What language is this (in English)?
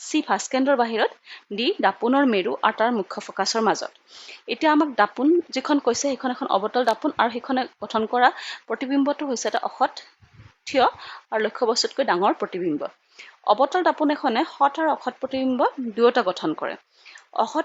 Assamese